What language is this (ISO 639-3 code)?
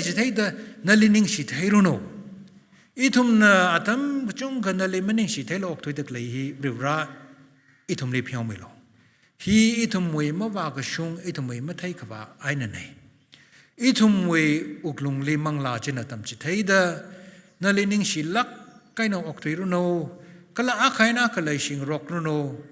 nmf